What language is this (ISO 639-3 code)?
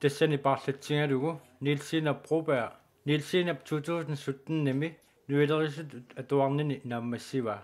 kal